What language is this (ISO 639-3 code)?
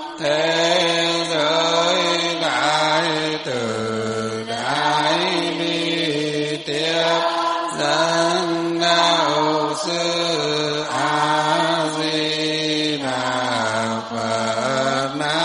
vie